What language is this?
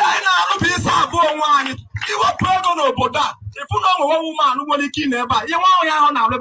Igbo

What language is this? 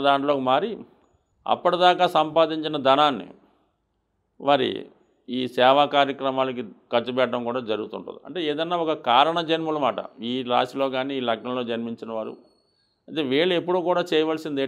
Telugu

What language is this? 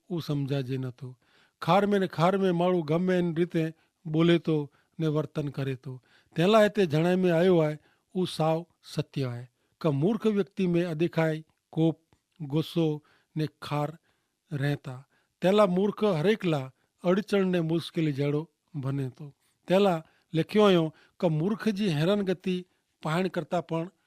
Kachhi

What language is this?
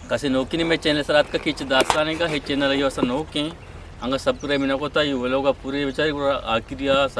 Eastern Balochi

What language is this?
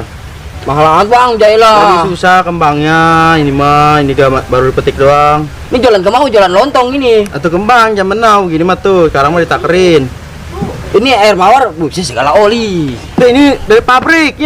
Betawi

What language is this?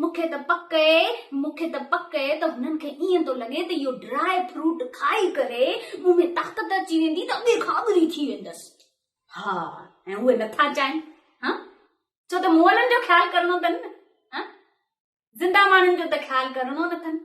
Sindhi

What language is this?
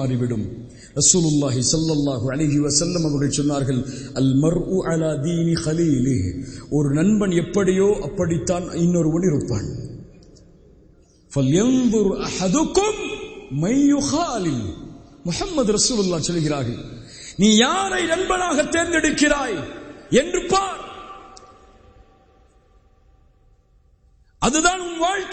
Tamil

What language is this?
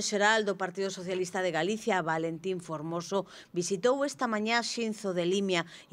Galician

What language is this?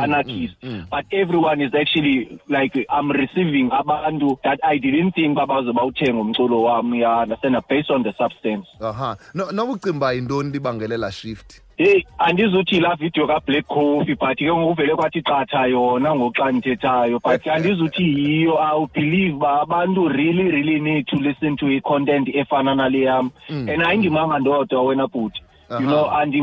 Xhosa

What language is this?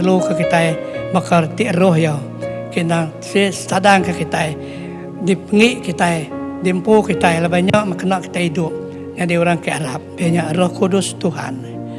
Iban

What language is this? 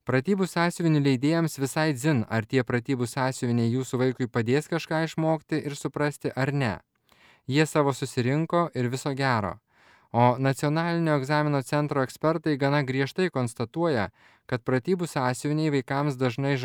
Lithuanian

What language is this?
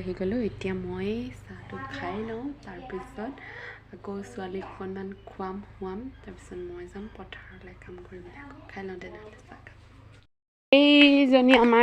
Assamese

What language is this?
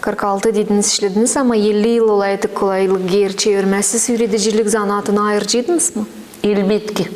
Gagauz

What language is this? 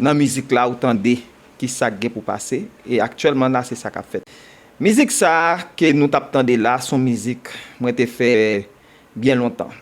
Haitian Creole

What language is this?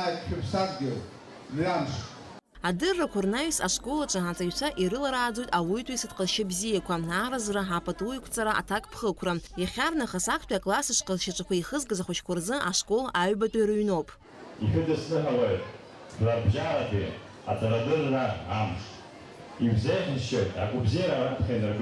Abkhazian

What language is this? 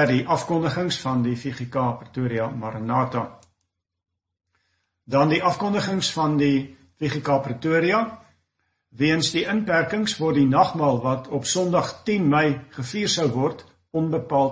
Afrikaans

